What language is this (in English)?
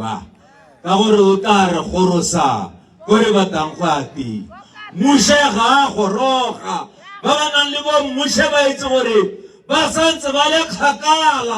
Tswana